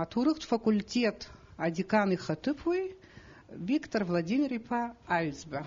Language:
Abkhazian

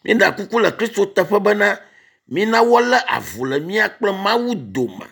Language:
Ewe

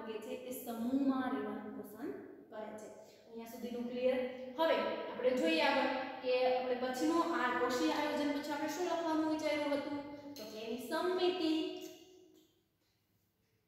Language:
Gujarati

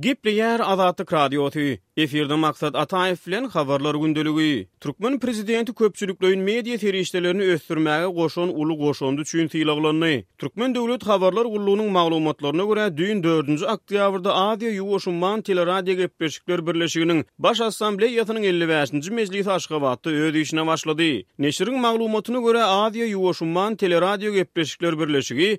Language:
Turkmen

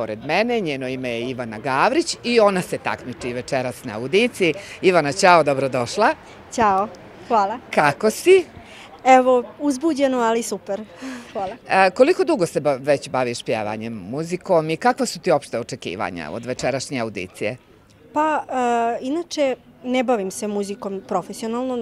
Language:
Bosnian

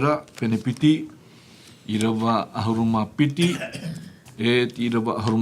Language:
Tahitian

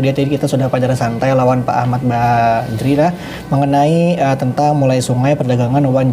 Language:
Banjar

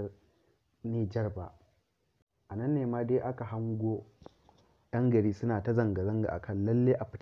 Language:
Hausa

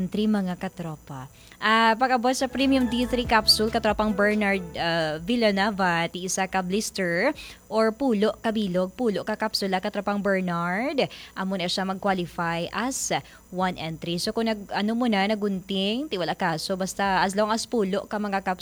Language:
Hiligaynon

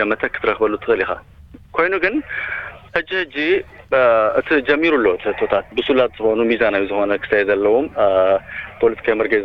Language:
Tigrinya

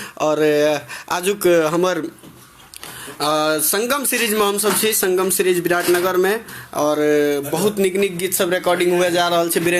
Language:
Maithili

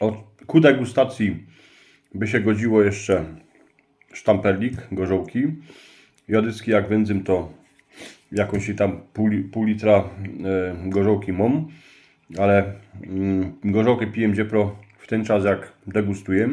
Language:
Silesian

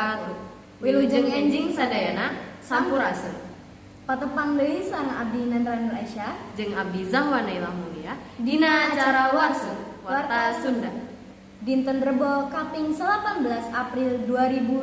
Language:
Sundanese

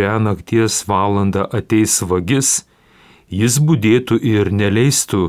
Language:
Lithuanian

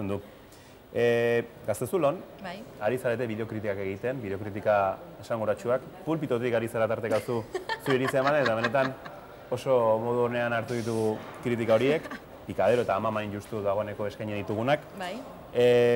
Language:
Basque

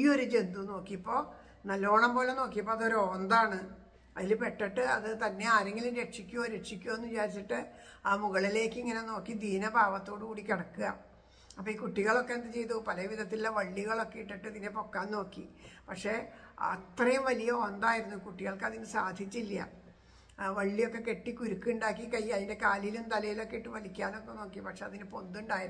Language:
Malayalam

